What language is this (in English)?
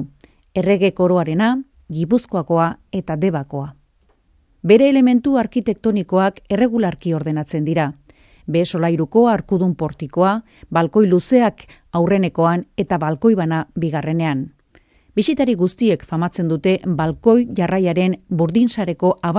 Basque